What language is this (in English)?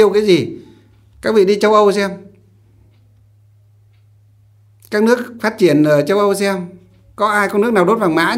Vietnamese